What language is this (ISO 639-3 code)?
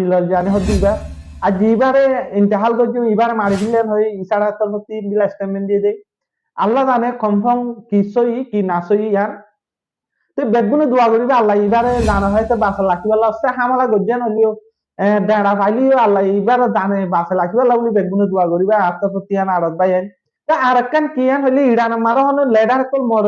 rhg